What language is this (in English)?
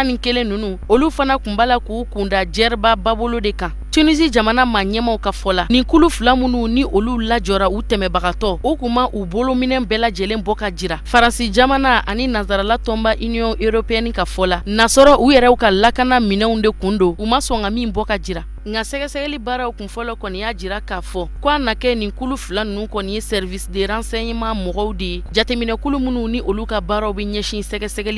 Bambara